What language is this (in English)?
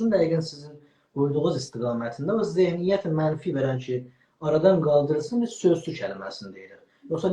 South Azerbaijani